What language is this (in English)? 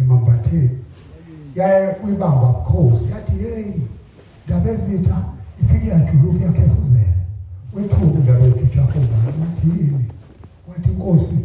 Zulu